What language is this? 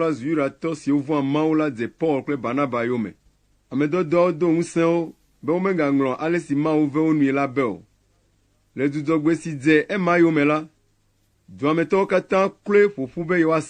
Ewe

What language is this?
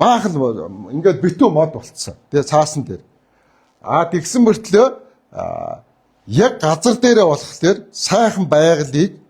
Mongolian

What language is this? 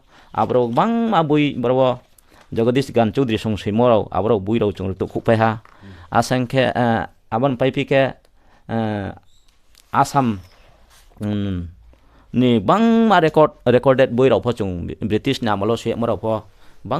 Riang (India)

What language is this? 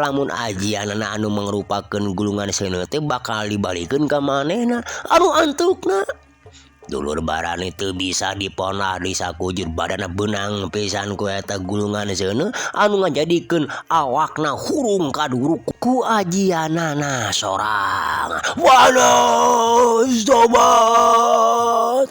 Sundanese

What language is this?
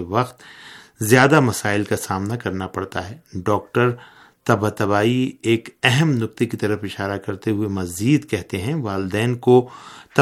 Urdu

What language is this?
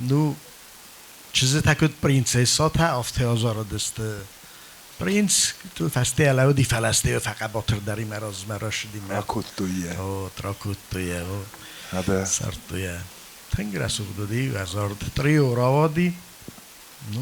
Ossetic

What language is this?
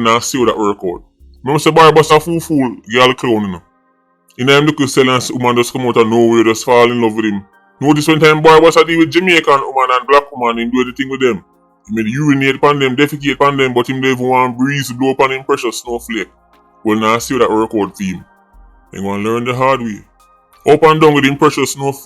Jamaican Creole English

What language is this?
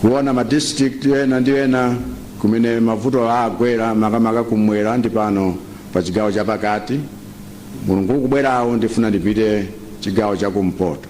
Nyanja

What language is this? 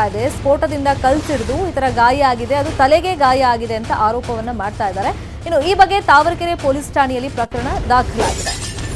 Kannada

